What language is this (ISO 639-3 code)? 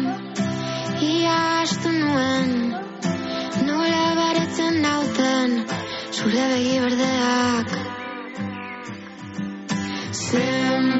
eus